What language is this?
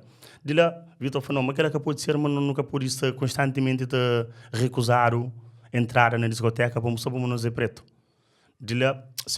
Kabuverdianu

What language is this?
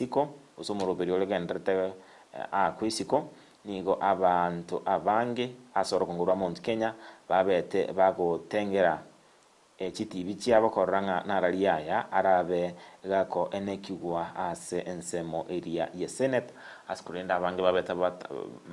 Gusii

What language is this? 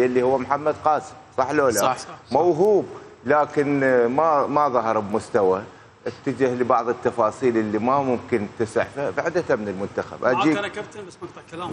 Mesopotamian Arabic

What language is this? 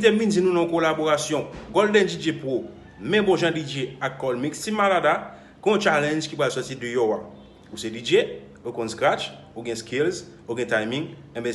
Haitian Creole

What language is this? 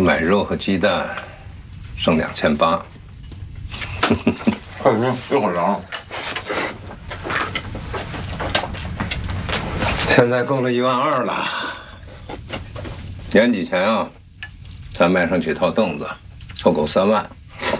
Chinese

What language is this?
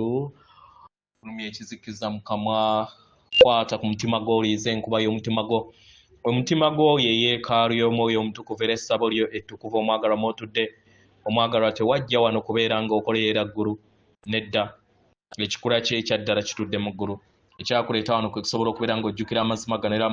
Ganda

